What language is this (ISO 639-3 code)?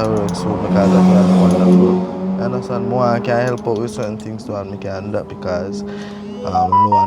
jam